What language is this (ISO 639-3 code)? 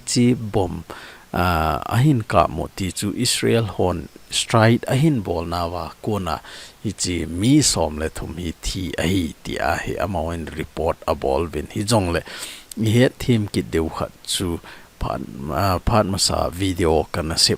tcz